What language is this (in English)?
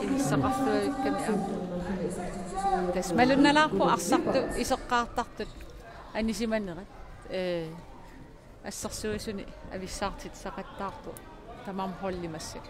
Kalaallisut